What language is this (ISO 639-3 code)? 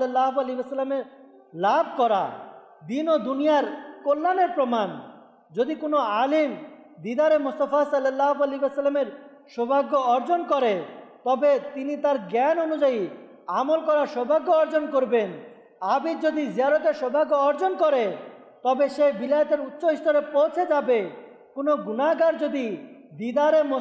ben